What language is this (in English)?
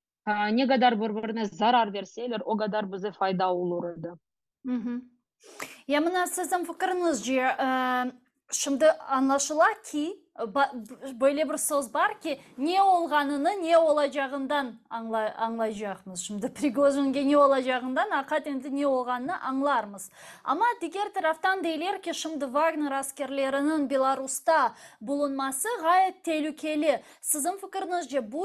Crimean Tatar